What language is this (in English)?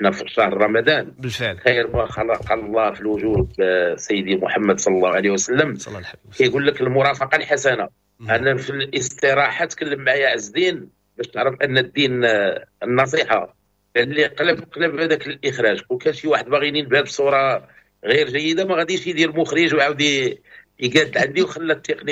Moroccan Arabic